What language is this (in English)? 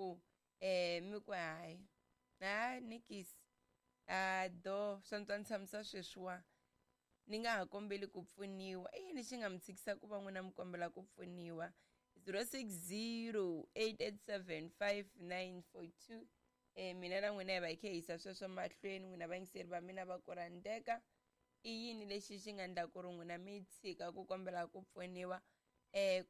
Tsonga